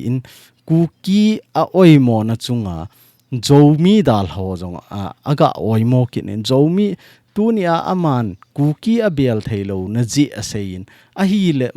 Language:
Thado Chin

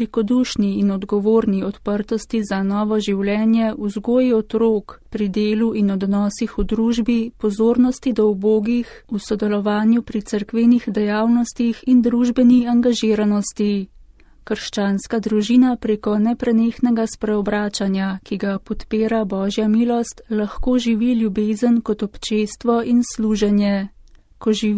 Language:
Slovenian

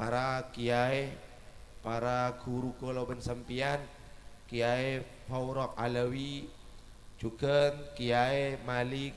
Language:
Madurese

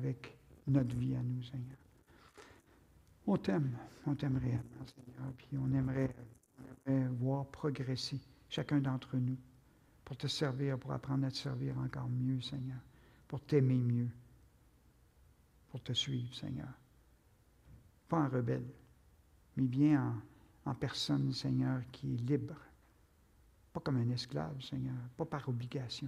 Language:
French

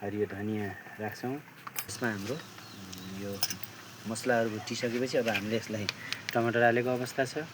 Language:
Nepali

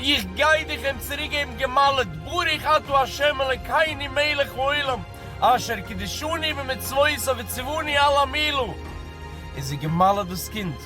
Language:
Yiddish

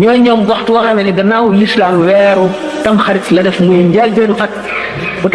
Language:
Wolof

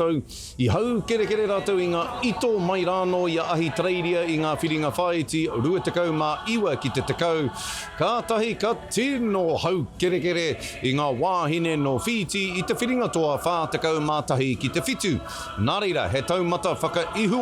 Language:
Māori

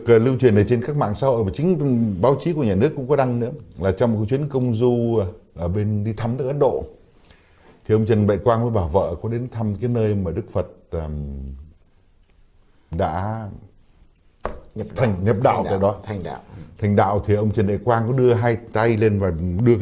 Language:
Vietnamese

